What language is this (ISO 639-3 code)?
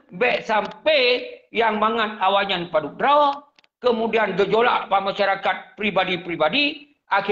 ace